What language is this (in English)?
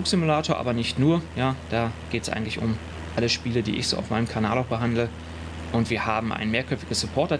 German